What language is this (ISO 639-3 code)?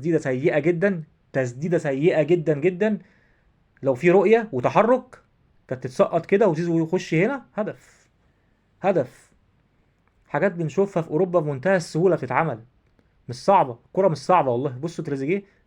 arz